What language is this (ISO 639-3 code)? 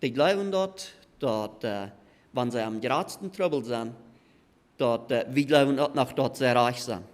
pdt